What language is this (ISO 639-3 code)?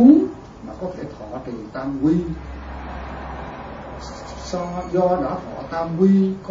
vie